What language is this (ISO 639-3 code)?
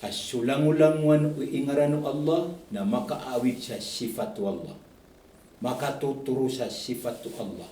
mrw